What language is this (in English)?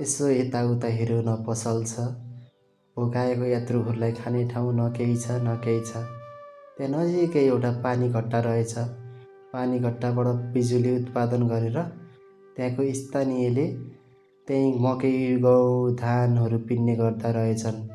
Nepali